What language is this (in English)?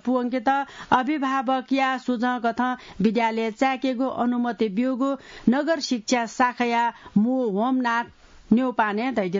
Newari